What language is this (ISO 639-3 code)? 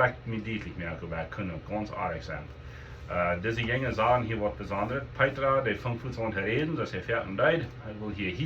pdt